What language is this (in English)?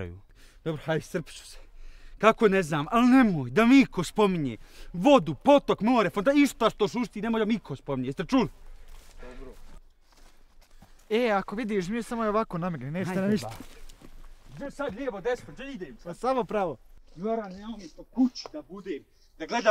Bosnian